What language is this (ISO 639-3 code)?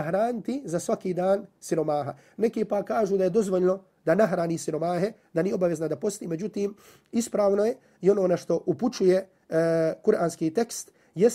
bos